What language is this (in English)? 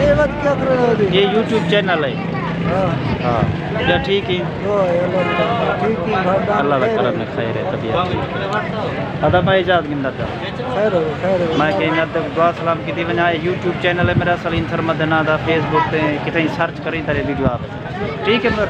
Saraiki